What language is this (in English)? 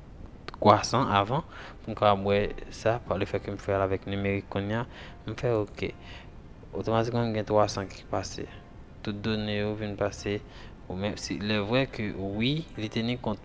Haitian Creole